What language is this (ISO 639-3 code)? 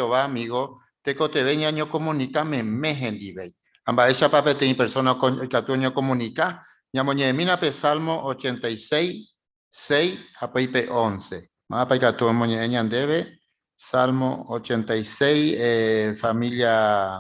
grn